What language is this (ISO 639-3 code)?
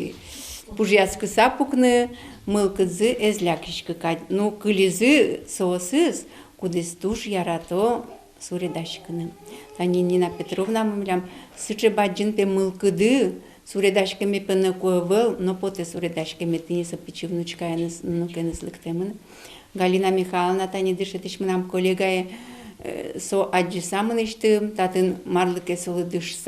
udm